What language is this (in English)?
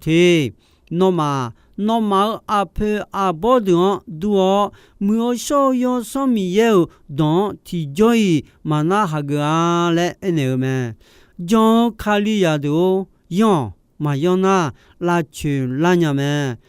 Akha